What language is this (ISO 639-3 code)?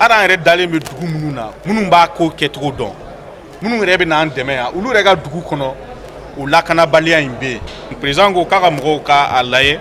bam